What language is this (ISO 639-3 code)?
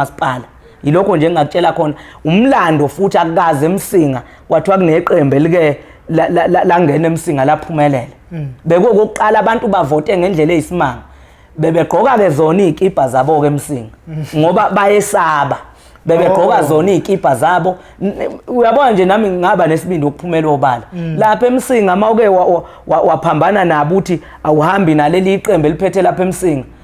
zul